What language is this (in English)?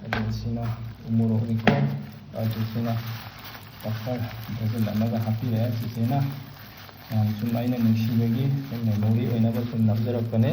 Manipuri